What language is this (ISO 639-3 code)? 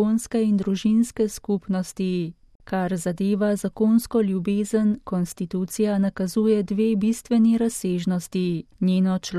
slv